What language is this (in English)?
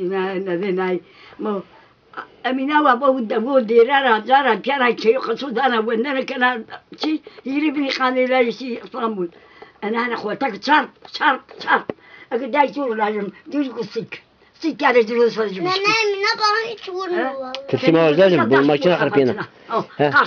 Zaza